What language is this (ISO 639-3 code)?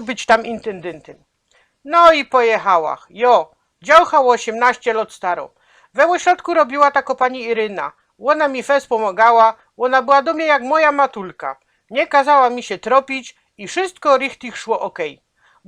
szl